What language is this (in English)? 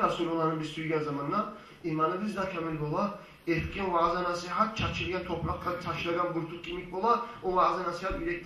Kumyk